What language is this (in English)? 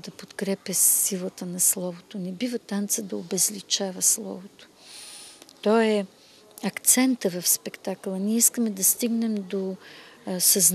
Bulgarian